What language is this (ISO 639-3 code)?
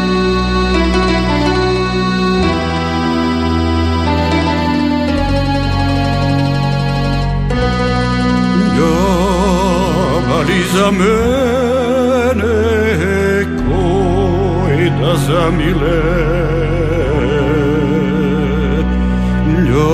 bul